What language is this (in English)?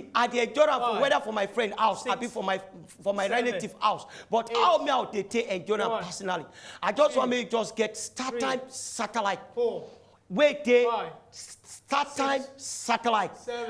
Nigerian Pidgin